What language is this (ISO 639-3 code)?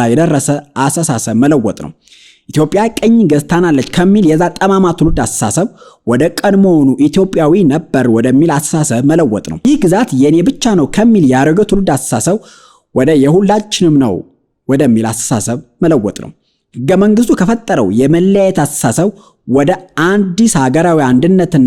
amh